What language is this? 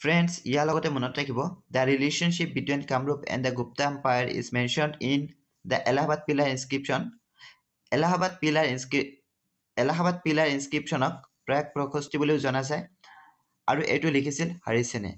Assamese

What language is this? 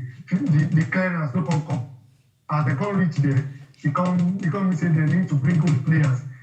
Nigerian Pidgin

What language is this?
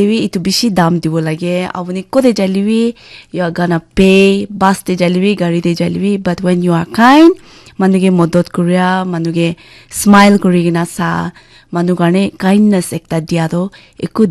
Naga Pidgin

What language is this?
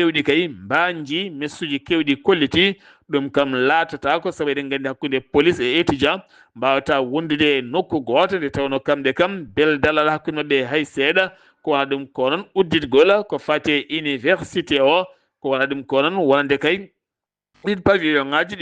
Fula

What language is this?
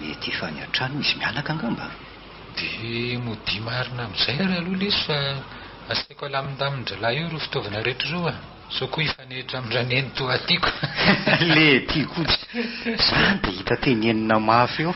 Malagasy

